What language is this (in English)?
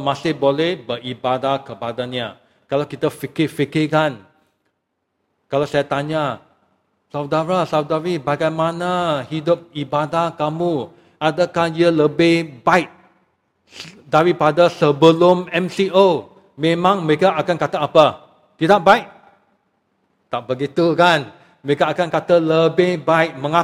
Malay